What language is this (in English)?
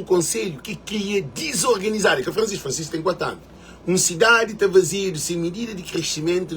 Kabuverdianu